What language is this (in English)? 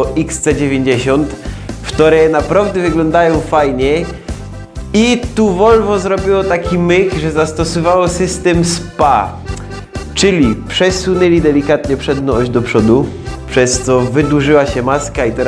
Silesian